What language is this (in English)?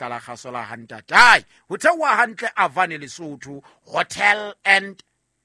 Southern Sotho